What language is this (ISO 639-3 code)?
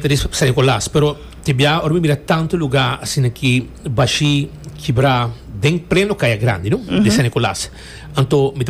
pap